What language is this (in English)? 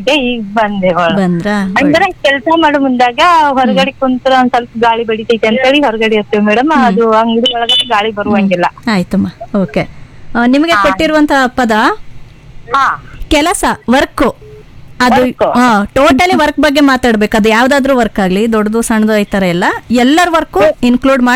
Kannada